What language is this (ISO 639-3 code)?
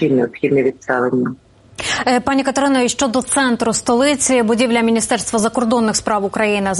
ukr